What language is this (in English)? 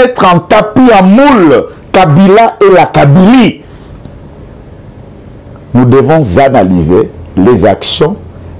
French